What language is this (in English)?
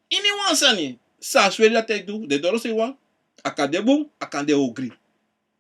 Sranan Tongo